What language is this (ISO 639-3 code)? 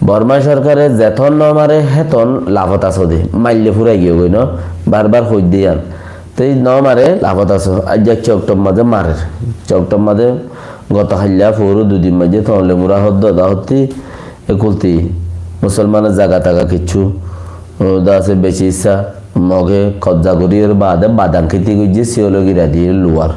rhg